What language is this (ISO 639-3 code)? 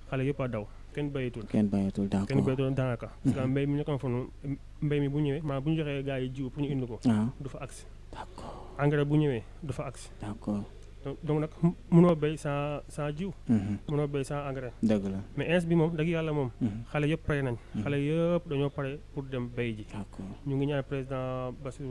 wol